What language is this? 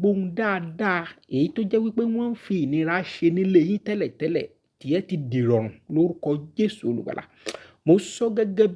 Yoruba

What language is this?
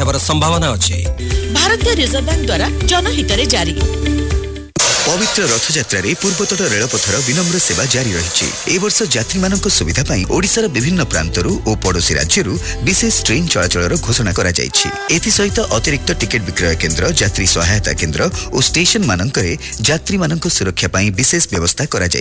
Odia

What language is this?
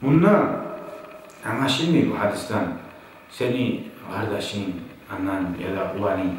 Kumyk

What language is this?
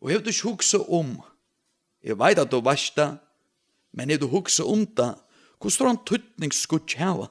Faroese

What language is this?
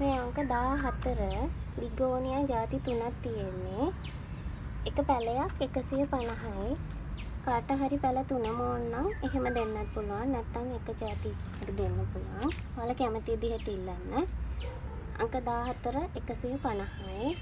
Sinhala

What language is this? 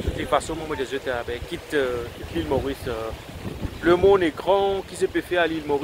Morisyen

